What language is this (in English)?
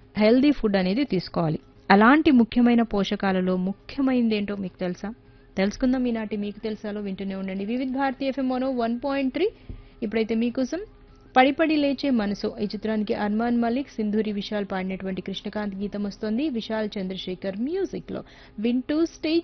Telugu